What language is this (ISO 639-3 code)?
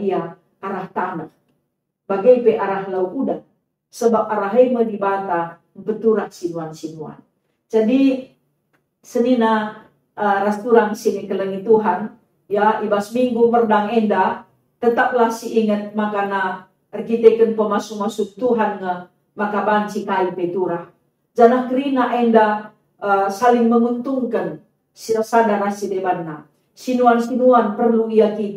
btx